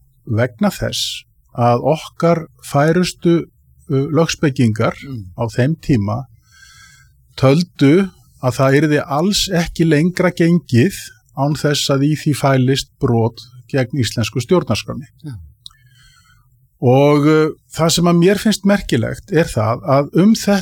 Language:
Icelandic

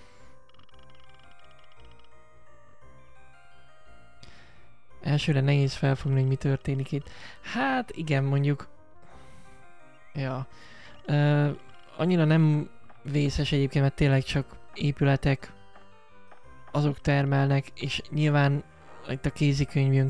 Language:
Hungarian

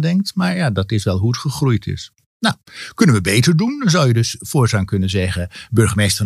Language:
Dutch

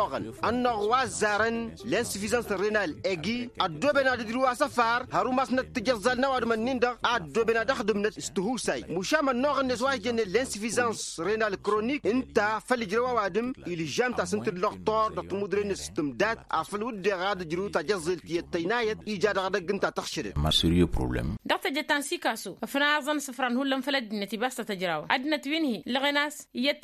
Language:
Tamasheq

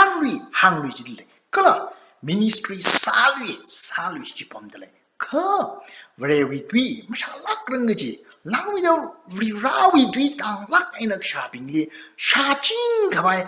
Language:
Tangkhul Naga (India)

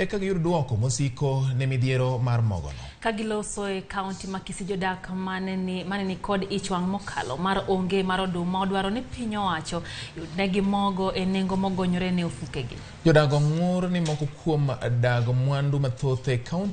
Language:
Luo (Kenya and Tanzania)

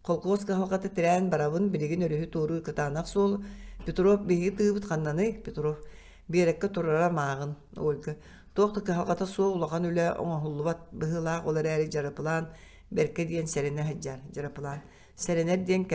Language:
Yakut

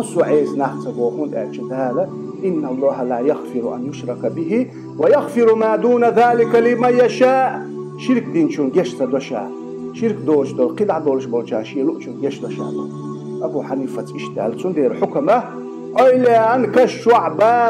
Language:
Chechen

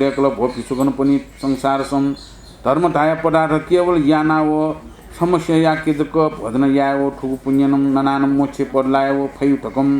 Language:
Newari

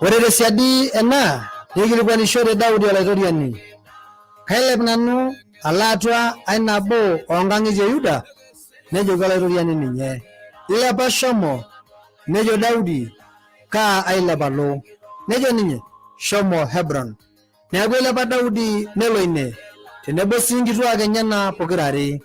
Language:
Masai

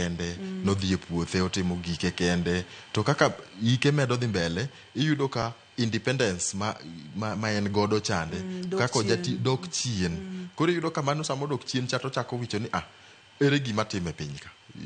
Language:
Luo (Kenya and Tanzania)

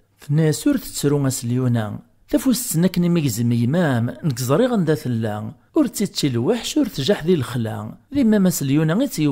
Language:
Kabyle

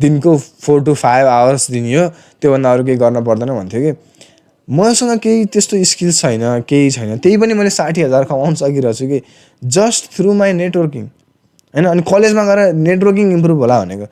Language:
Nepali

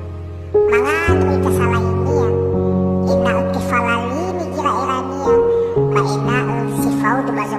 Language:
Nias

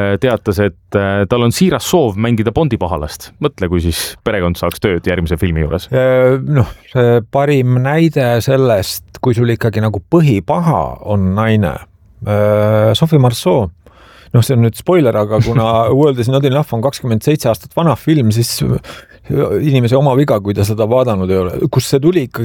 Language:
Estonian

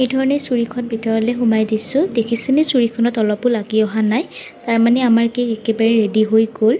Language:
Assamese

